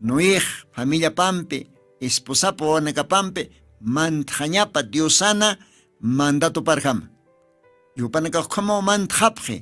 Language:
Aymara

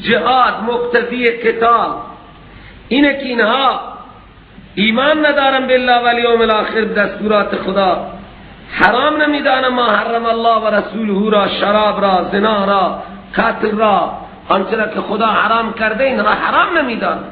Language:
Persian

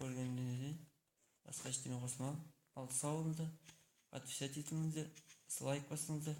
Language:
Kazakh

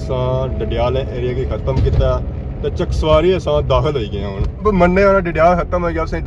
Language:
Pahari-Potwari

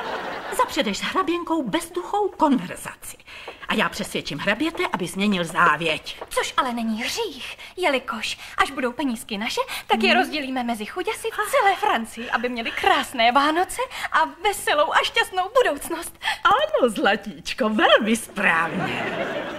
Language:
Czech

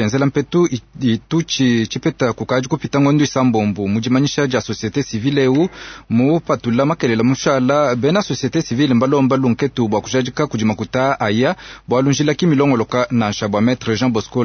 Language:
Luba-Lulua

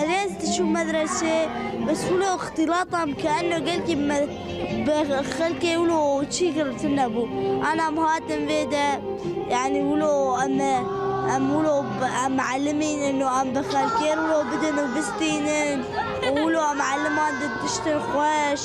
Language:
Kurdish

